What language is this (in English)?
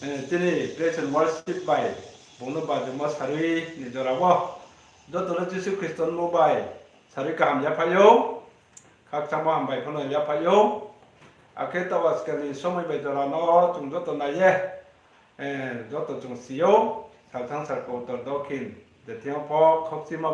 Riang (India)